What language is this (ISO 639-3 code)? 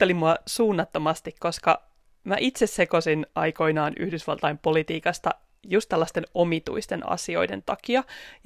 fin